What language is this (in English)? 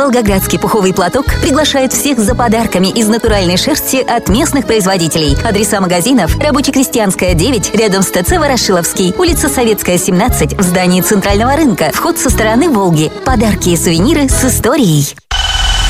Russian